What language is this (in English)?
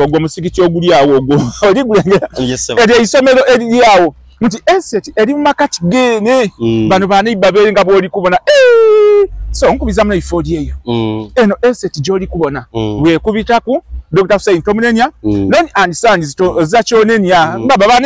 Soga